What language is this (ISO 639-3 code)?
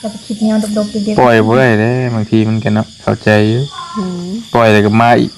tts